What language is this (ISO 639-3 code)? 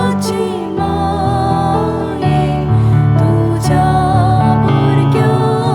kok